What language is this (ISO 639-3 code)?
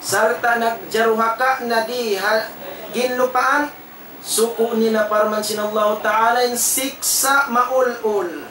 tsg